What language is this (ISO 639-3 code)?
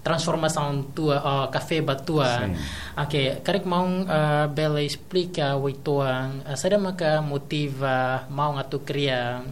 tet